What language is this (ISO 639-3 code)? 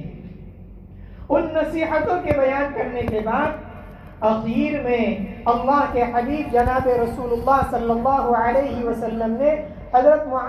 urd